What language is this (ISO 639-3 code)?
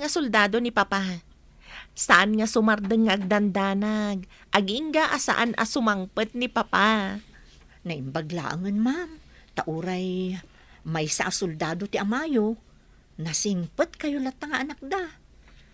ilo